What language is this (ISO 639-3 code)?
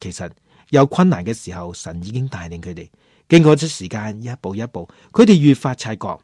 yue